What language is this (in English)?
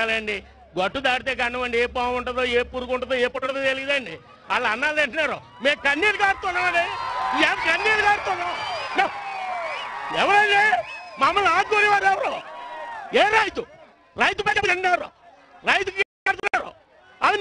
Telugu